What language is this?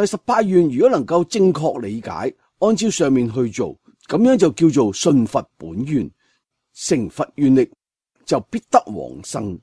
Cantonese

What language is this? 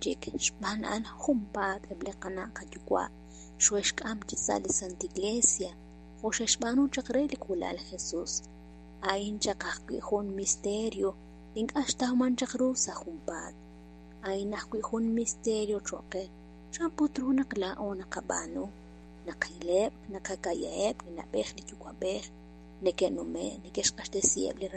Kekchí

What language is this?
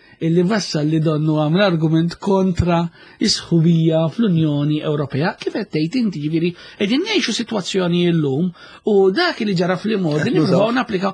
Maltese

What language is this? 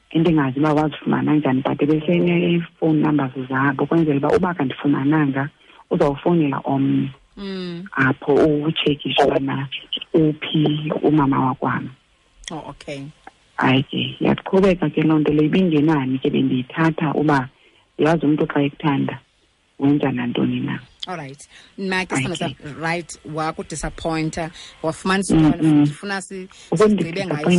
Xhosa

